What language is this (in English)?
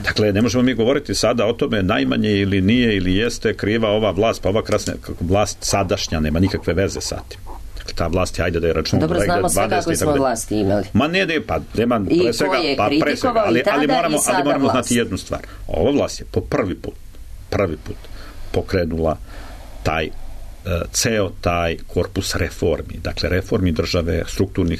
Serbian